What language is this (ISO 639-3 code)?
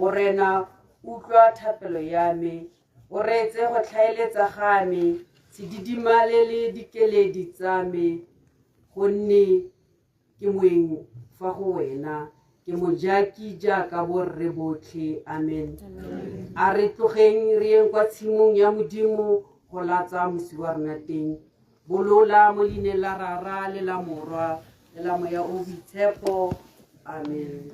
tsn